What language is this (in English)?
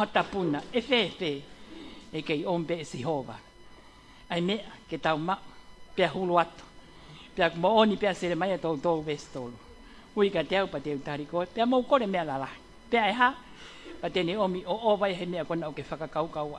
Tongan